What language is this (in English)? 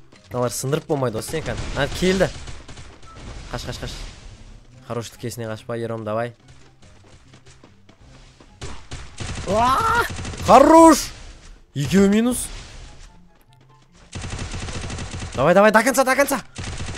Kazakh